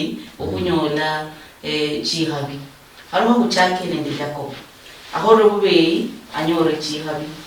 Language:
Luyia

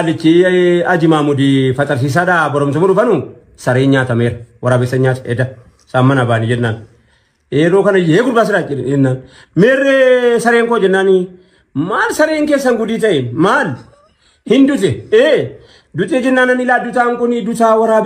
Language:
Oromo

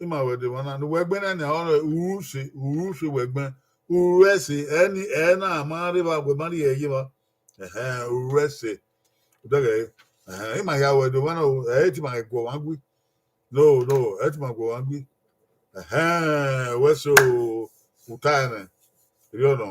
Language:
Bini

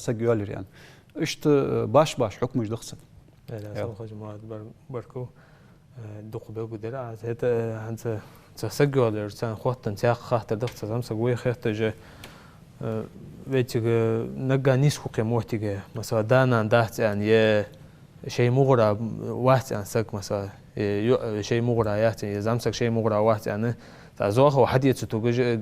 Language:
Ingush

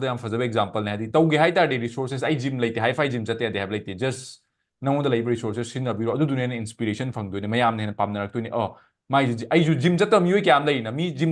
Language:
Manipuri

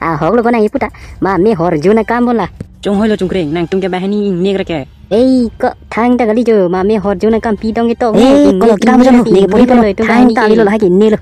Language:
Karbi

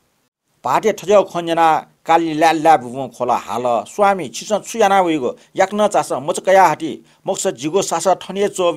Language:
Newari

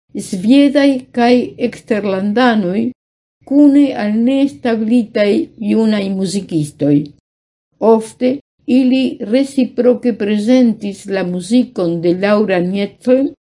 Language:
Esperanto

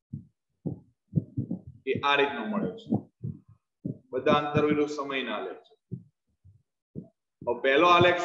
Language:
Gujarati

